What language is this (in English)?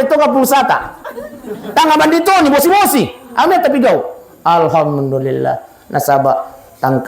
Buginese